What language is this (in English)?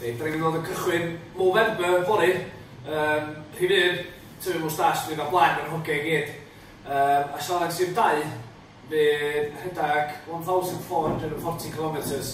Welsh